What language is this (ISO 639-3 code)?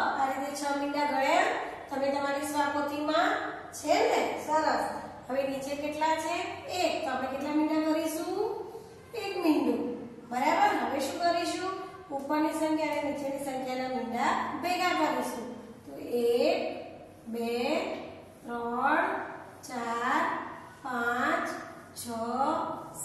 guj